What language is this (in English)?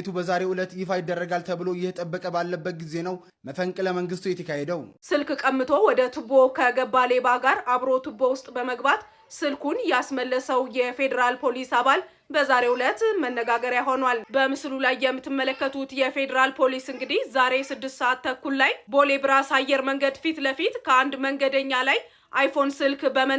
Amharic